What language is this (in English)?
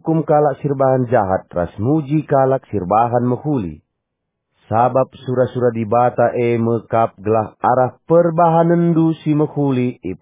Batak Karo